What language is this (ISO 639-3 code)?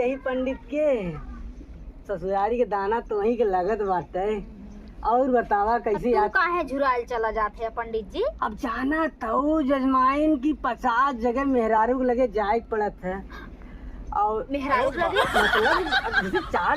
awa